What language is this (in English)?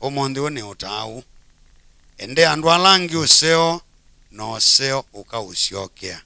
Kamba